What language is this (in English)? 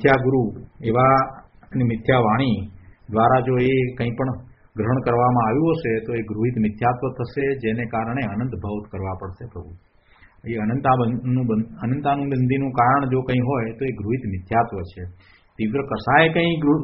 Gujarati